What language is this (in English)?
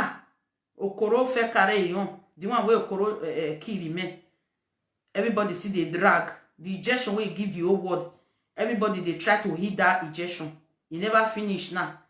Nigerian Pidgin